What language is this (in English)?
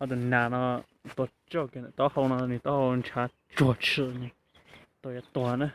Hmong